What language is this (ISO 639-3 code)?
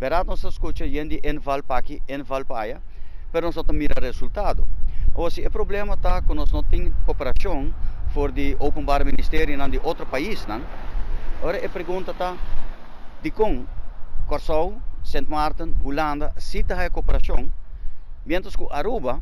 pap